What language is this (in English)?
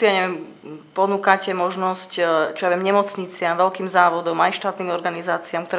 Slovak